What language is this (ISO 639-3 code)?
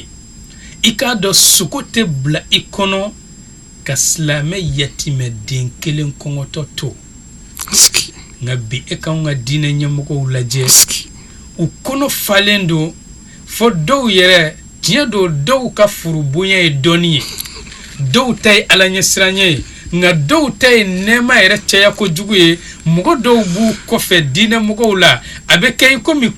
bam